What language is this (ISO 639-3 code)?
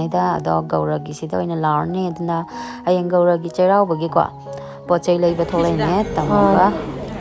mni